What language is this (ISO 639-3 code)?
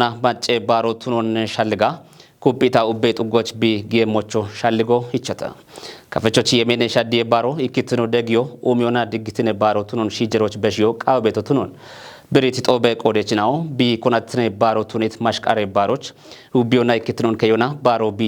kbr